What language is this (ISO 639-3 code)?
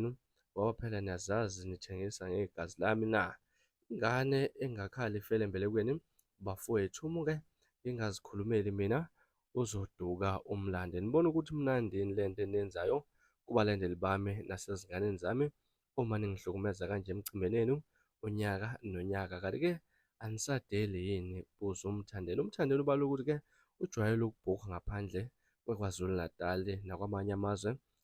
zul